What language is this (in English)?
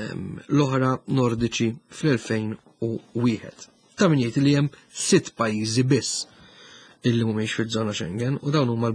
Maltese